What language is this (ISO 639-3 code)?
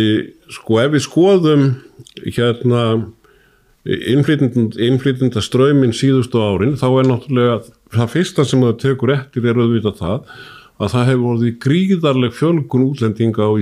isl